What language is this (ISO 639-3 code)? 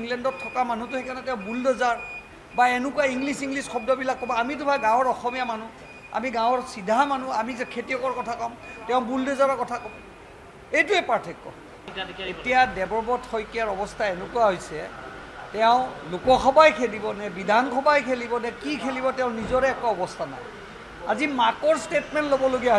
asm